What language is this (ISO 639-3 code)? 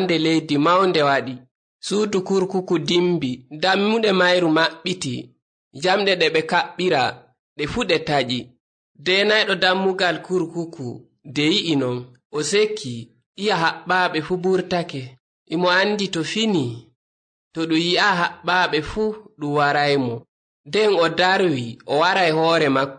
fuv